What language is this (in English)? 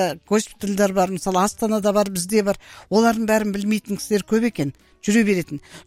Kazakh